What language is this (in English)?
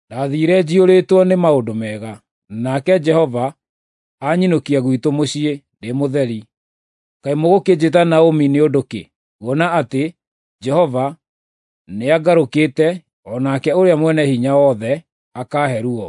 Kikuyu